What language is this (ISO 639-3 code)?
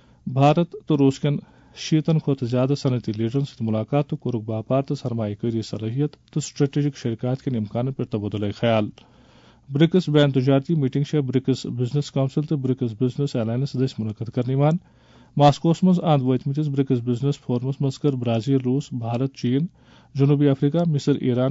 kas